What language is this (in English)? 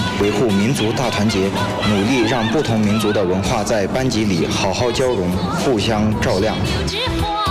Chinese